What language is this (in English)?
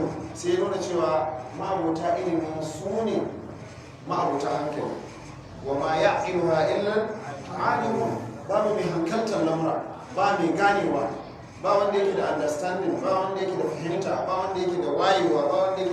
Hausa